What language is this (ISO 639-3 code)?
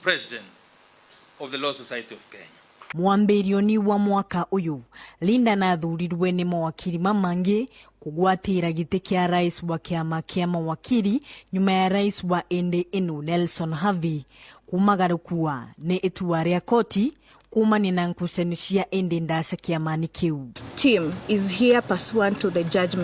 mer